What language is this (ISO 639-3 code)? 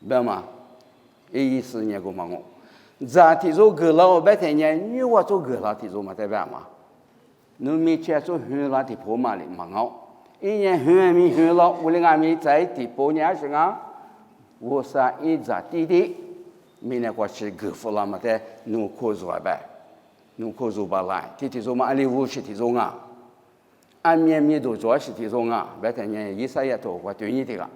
lis